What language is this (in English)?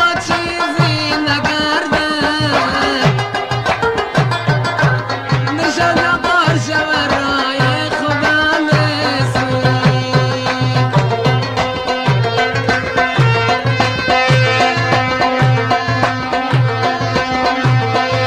Persian